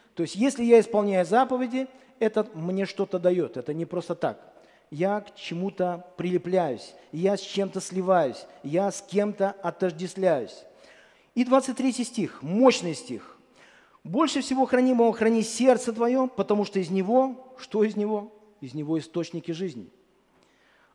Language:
Russian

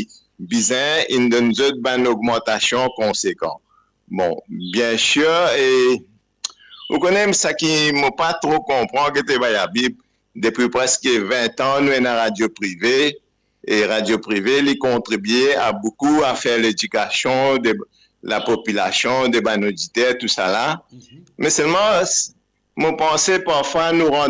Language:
Morisyen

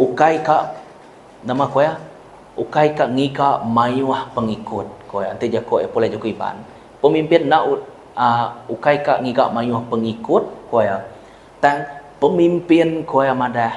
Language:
Iban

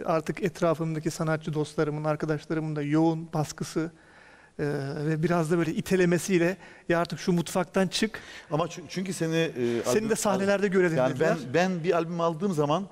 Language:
Turkish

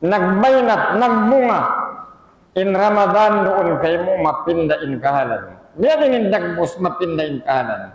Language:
Tausug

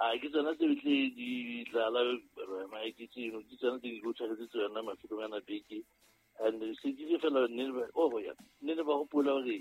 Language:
Southern Sotho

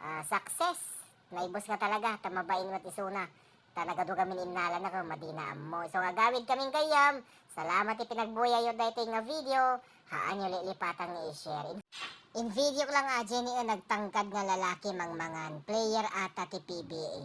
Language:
Iloko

